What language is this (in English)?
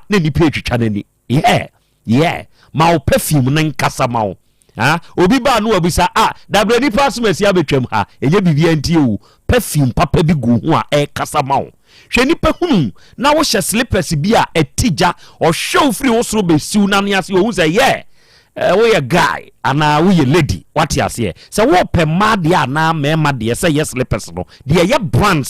Akan